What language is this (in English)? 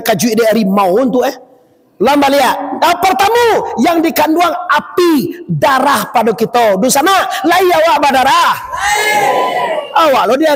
Minangkabau